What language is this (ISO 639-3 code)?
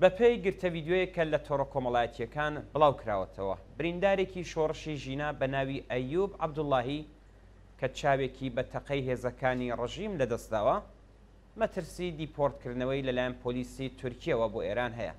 ckb